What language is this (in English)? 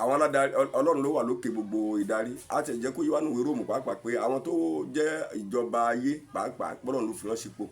Yoruba